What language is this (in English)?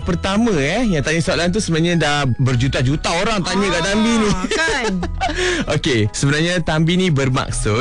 Malay